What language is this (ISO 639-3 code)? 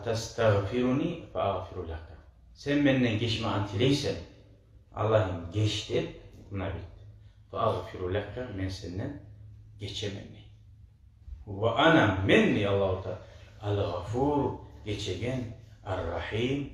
kum